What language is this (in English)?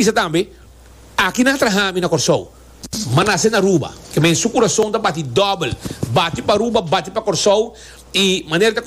Papiamento